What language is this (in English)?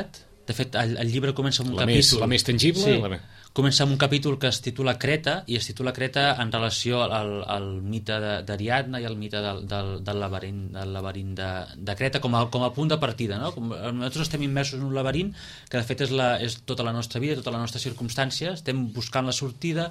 Catalan